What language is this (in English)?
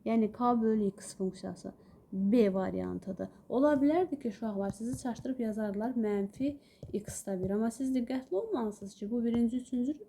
Azerbaijani